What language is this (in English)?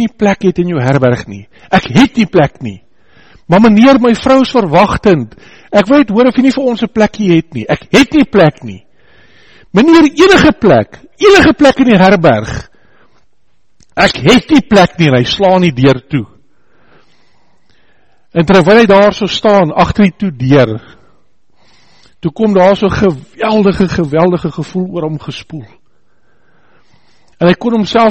Afrikaans